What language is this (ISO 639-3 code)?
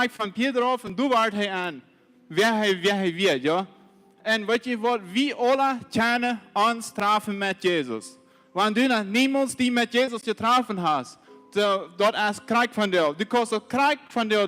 pdt